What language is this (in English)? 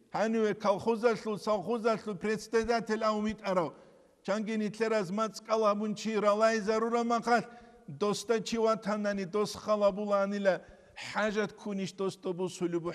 Avaric